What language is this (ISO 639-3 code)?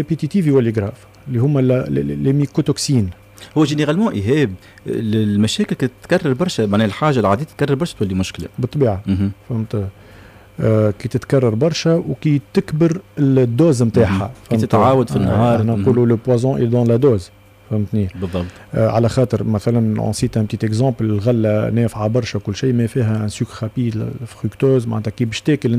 aeb